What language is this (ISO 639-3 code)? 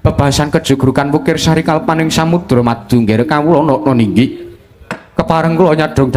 jav